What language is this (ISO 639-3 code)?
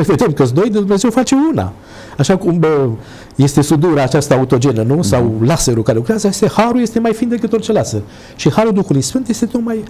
ron